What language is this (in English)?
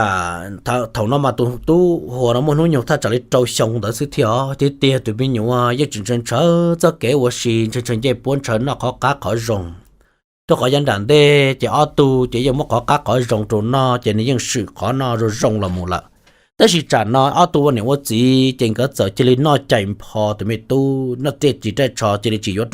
Hmong